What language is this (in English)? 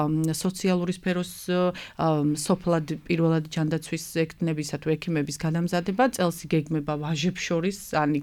Georgian